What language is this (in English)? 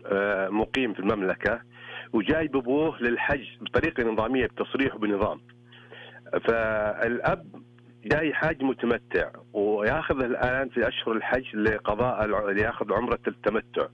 Arabic